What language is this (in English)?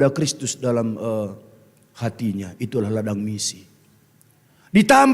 Batak Karo